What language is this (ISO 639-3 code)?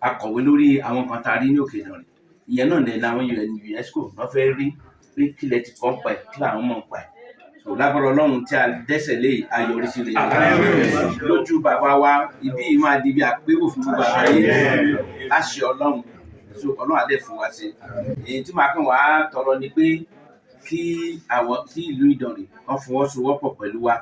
yor